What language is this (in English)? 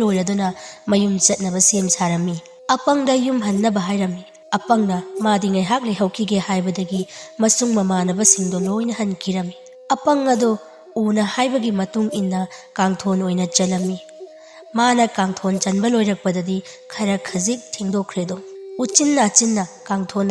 Manipuri